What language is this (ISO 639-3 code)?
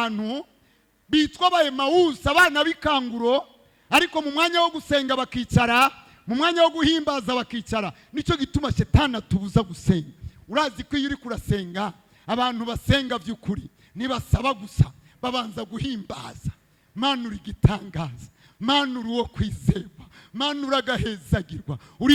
run